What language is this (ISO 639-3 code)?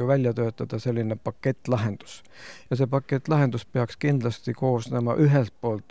est